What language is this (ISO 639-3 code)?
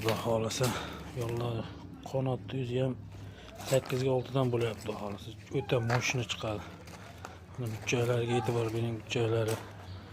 uzb